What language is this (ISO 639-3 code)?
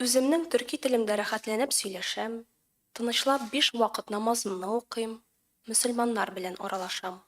tat